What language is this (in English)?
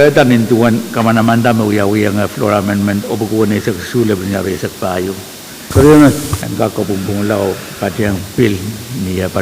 Pohnpeian